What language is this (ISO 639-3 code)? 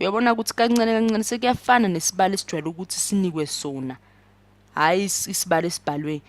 zul